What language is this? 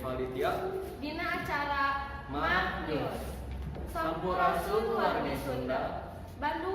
Sundanese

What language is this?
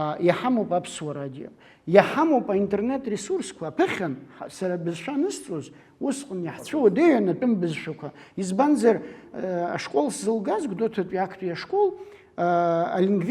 Abkhazian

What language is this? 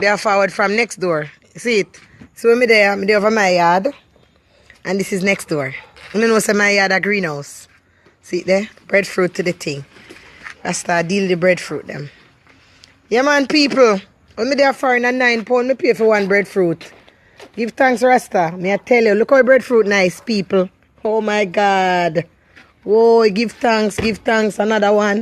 Jamaican Creole English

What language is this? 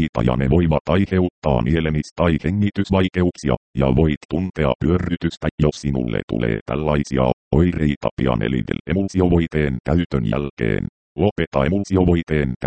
Finnish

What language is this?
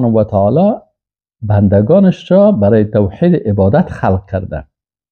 Persian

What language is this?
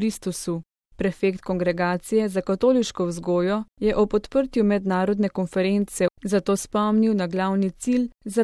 Slovenian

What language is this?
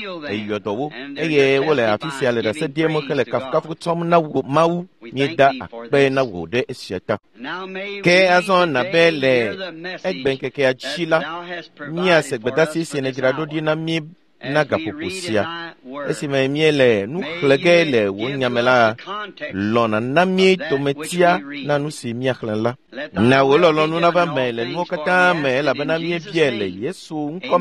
Ewe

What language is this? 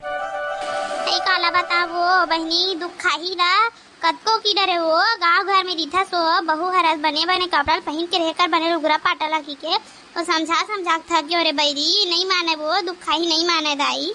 Chhattisgarhi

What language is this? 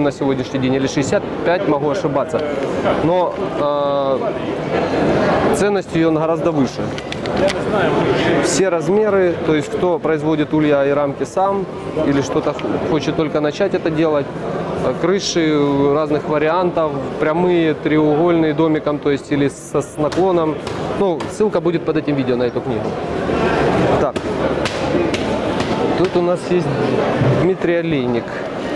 Russian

